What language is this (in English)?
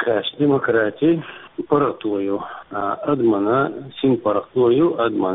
Chechen